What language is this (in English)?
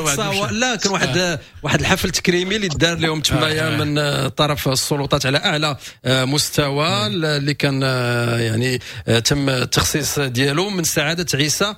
Moroccan Arabic